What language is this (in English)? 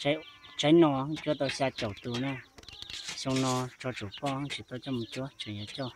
Hmong